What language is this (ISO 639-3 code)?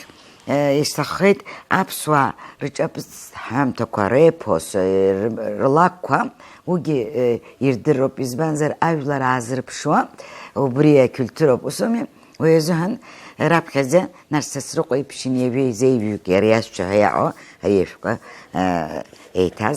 abk